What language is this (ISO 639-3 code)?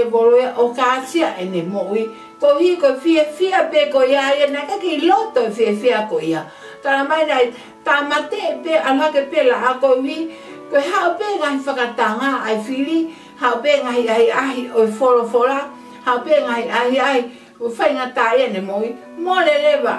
ton